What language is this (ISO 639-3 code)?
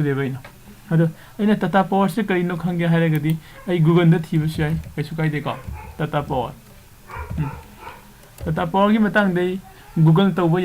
mni